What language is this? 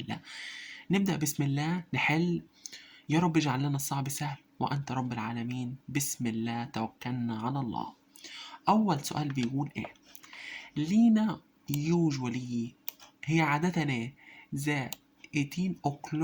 Egyptian Arabic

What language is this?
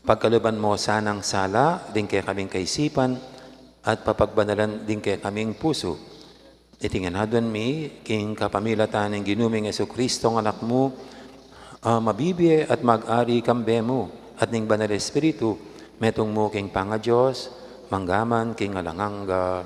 Pampanga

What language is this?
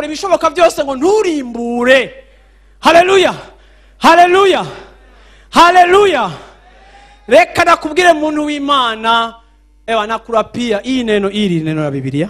Rundi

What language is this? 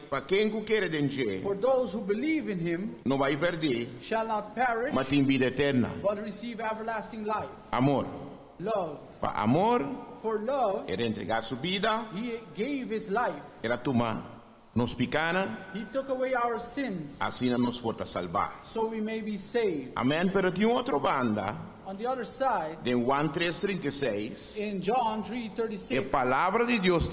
Papiamento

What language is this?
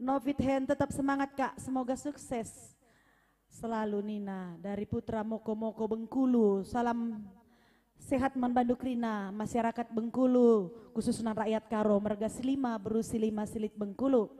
Batak Karo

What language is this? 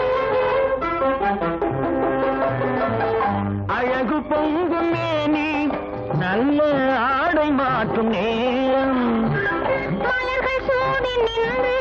Tamil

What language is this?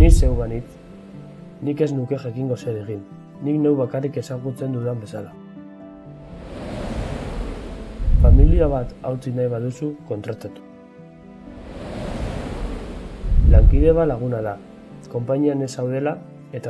Basque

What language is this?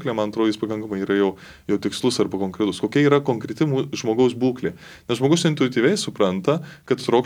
Lithuanian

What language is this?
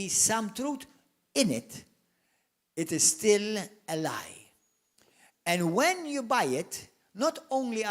English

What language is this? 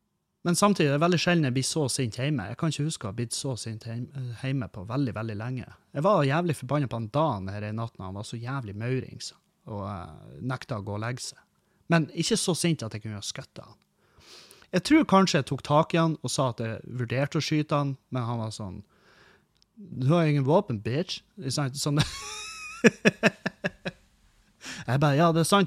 Norwegian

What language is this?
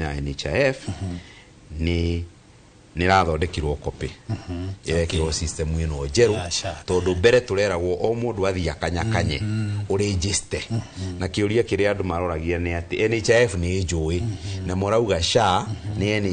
Kikuyu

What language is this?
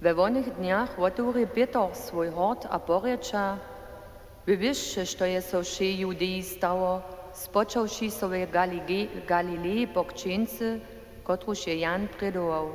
Upper Sorbian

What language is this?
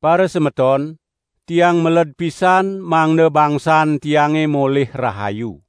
Balinese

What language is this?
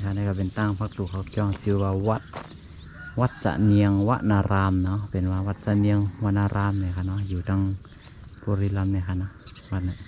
Shan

